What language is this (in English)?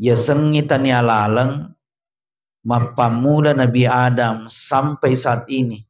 Buginese